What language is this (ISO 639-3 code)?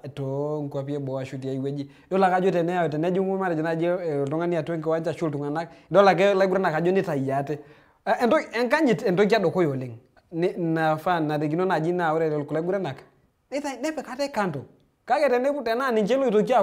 mas